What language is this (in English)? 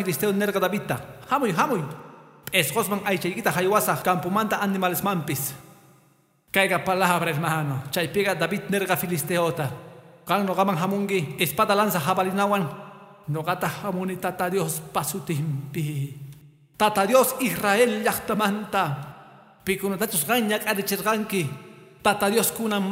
Quechua